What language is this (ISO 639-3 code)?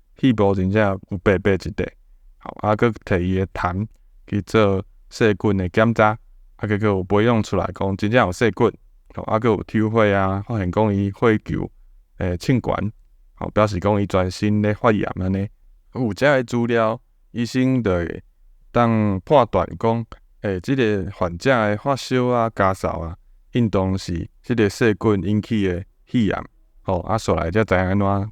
nan